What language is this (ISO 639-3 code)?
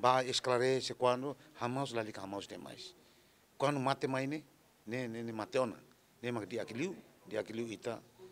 tet